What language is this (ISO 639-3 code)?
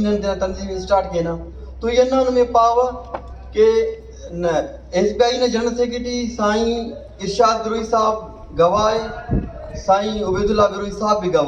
brh